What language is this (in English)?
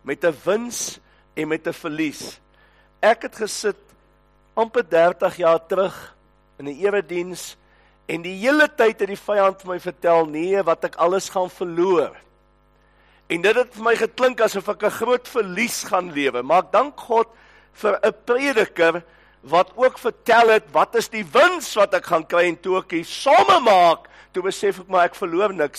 Afrikaans